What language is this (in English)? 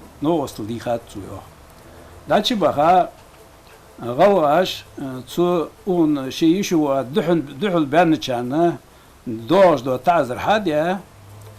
Ingush